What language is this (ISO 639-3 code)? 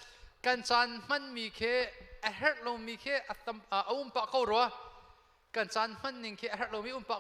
cnh